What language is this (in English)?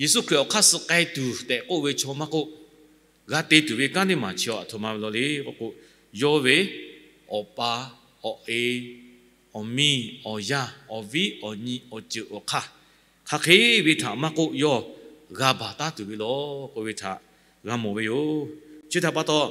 Lahu